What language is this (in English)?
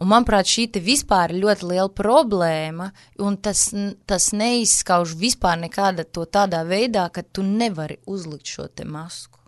Latvian